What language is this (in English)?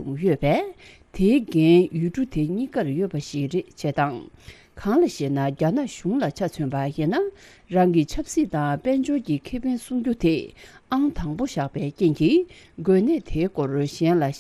Tibetan